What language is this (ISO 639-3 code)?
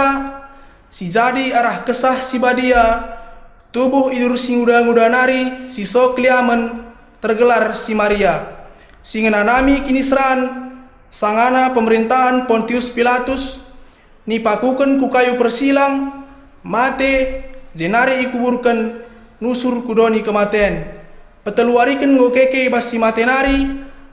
btx